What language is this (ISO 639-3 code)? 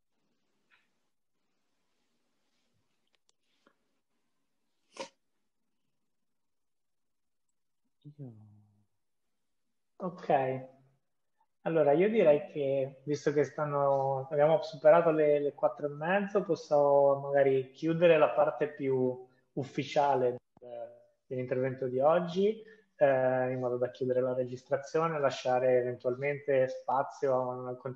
ita